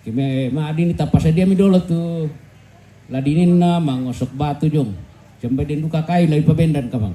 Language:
Toraja-Sa'dan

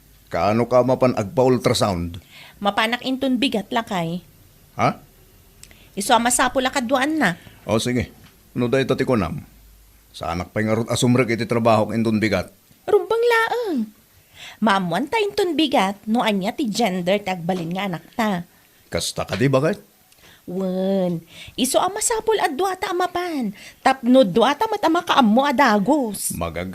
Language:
Iloko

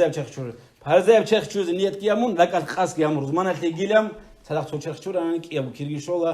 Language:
Avaric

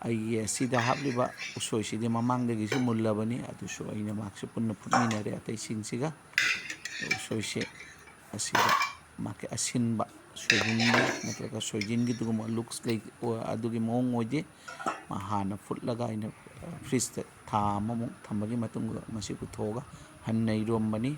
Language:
Manipuri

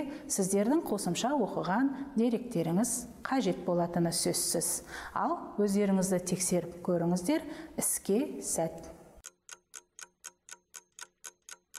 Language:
Kazakh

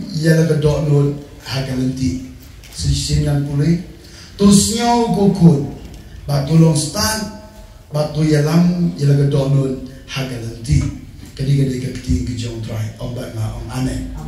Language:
Khasi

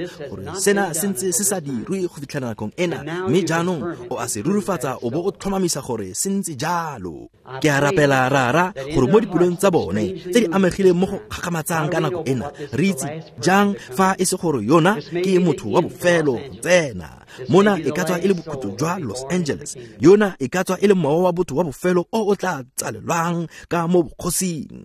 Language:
Tswana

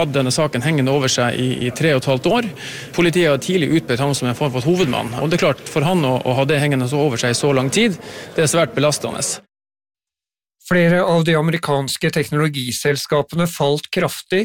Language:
Norwegian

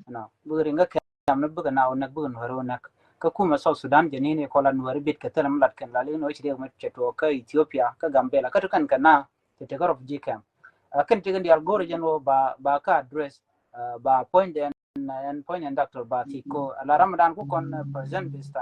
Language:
Nuer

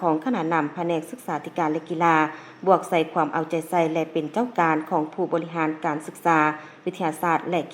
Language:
Lao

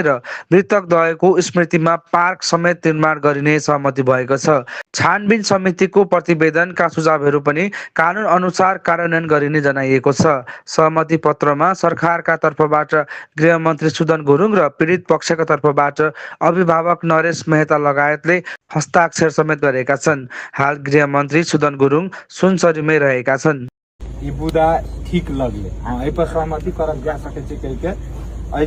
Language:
Nepali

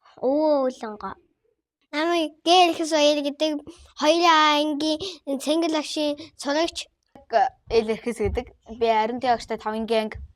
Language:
Mongolian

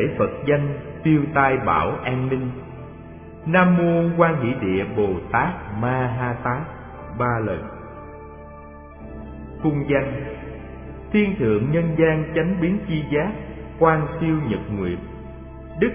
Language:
Vietnamese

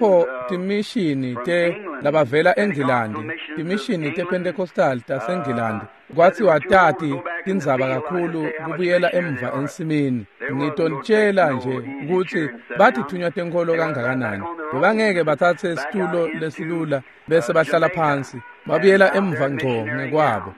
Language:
Swati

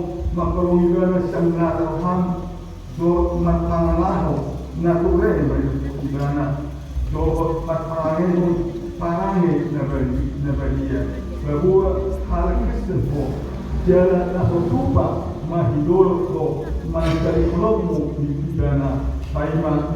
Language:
Batak Toba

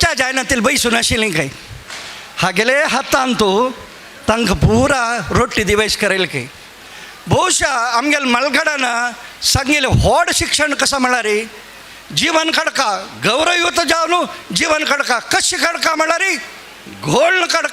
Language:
Konkani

